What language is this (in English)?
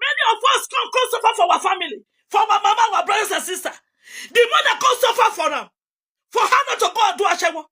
Nigerian Pidgin